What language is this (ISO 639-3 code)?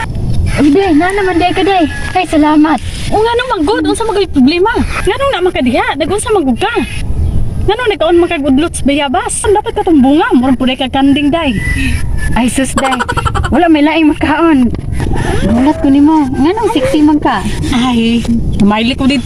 ceb